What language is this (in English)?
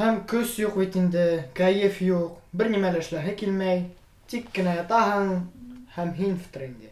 Bashkir